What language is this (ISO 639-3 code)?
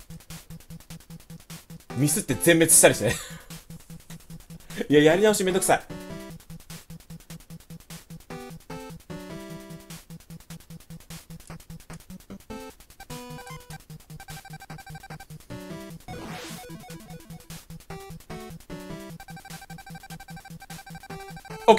jpn